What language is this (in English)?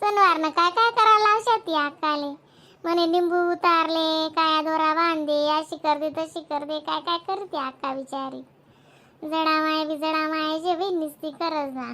Khandesi